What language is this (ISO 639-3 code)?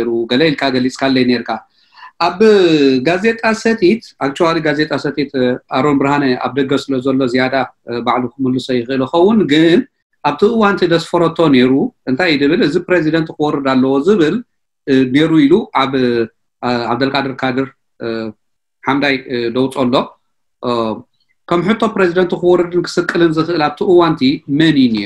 tir